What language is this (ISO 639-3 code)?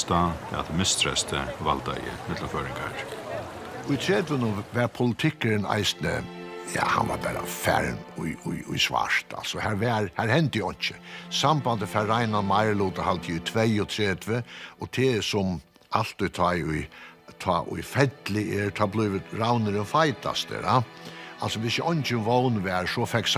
fao